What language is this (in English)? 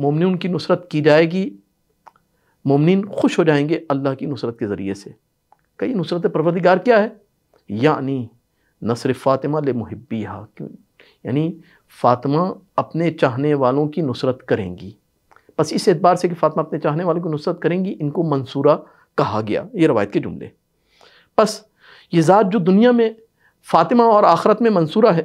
Urdu